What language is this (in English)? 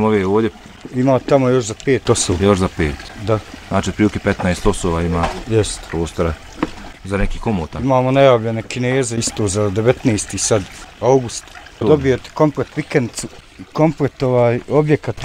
Bosnian